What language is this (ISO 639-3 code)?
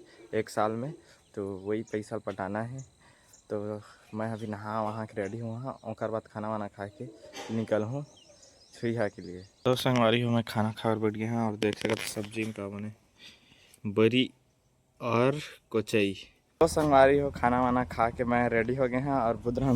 hne